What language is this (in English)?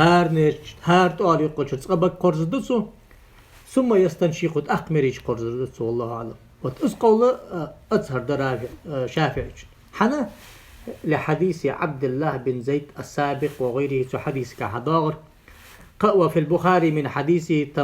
Ingush